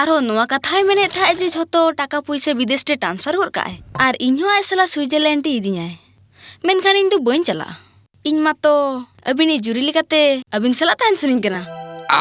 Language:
Santali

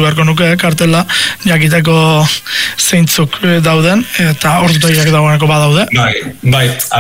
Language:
Basque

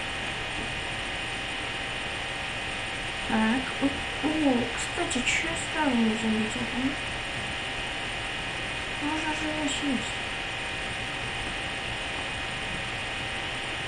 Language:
Russian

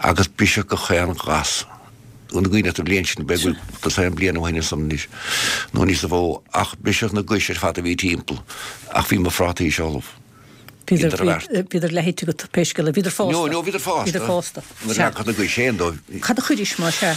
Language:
Irish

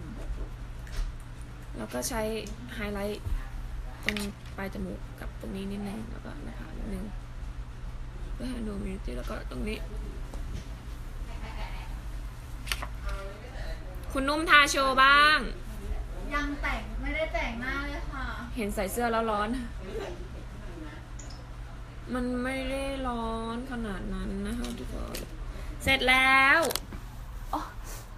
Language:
Thai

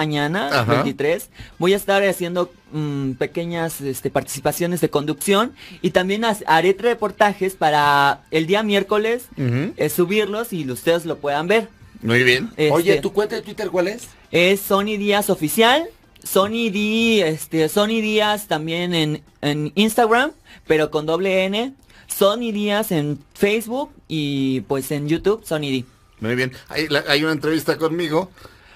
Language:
Spanish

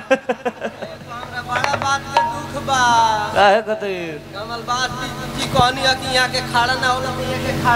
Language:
Bhojpuri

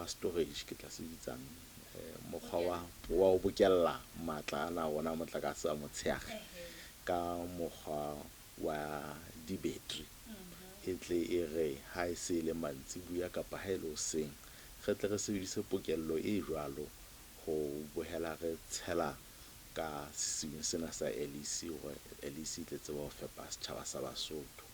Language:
Southern Sotho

